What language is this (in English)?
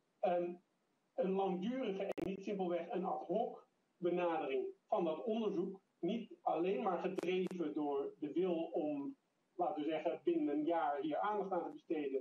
Dutch